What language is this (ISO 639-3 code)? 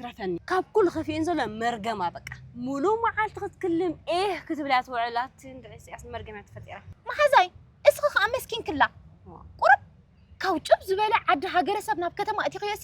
tir